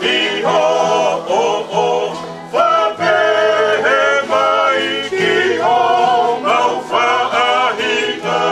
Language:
Tongan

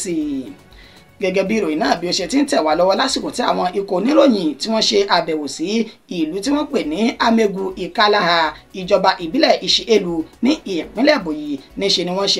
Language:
Yoruba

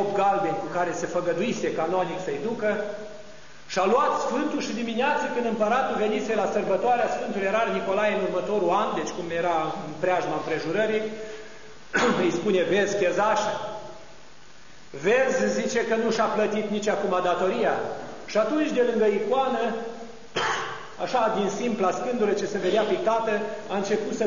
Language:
Romanian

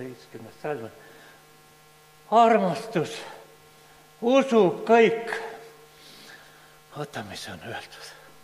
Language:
Estonian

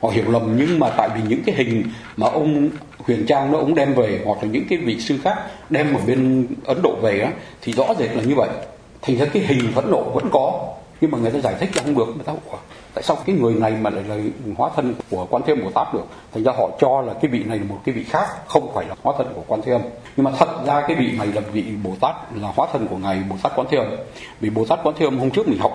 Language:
Vietnamese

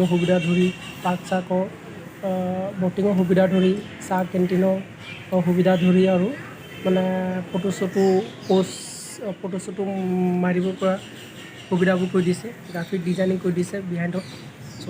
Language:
Assamese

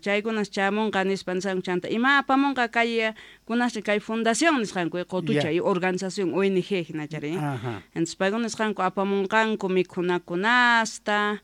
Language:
Quechua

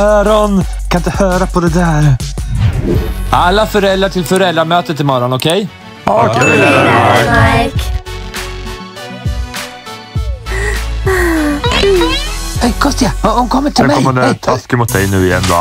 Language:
Swedish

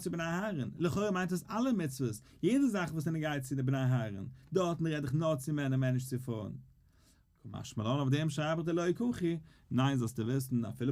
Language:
Yiddish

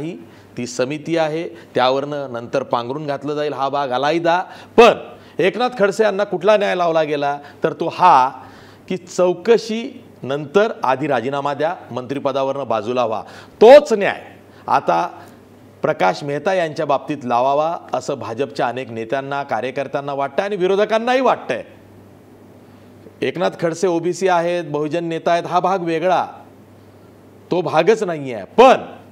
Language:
Marathi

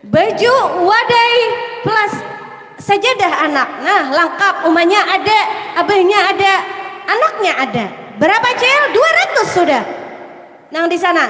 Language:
Banjar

